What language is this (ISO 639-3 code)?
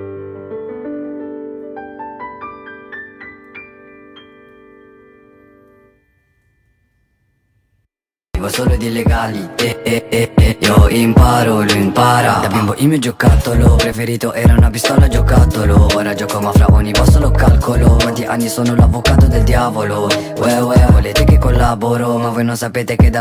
ita